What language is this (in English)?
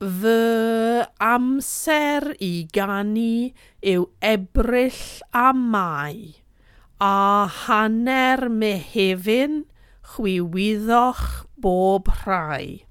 Welsh